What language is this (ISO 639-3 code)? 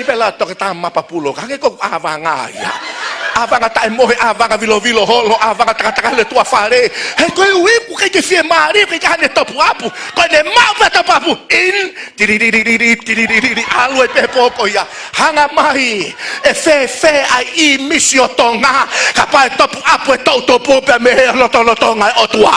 ton